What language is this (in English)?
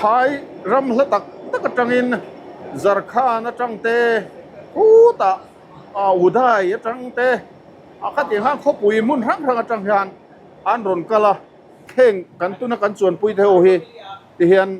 Mizo